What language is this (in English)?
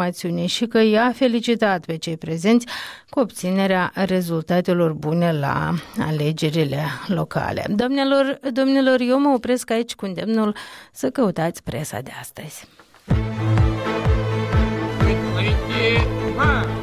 Romanian